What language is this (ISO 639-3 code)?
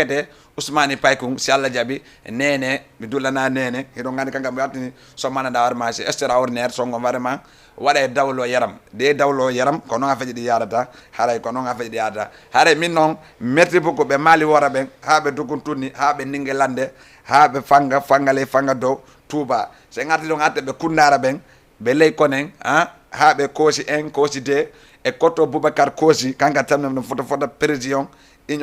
ful